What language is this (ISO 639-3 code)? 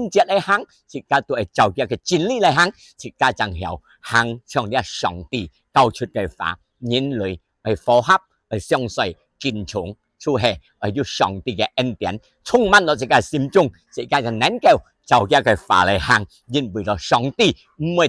hak